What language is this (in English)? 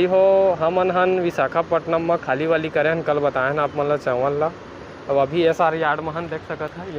Chhattisgarhi